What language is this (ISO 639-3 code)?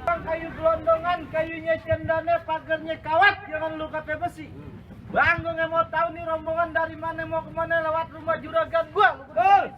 bew